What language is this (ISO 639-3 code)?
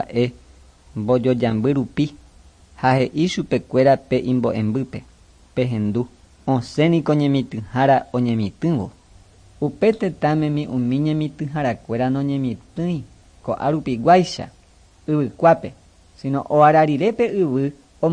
grn